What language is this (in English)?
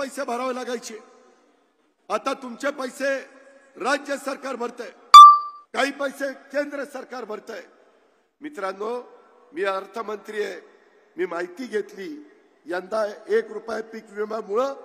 Marathi